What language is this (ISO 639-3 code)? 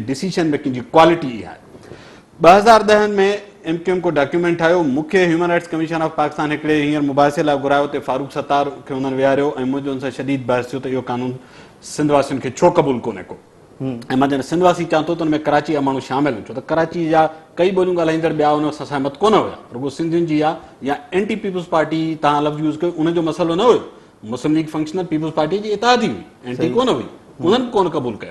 snd